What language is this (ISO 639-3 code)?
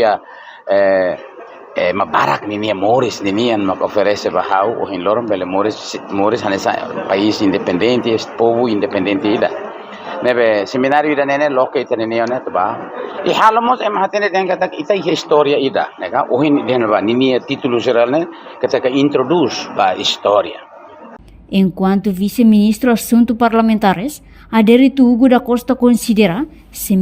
tet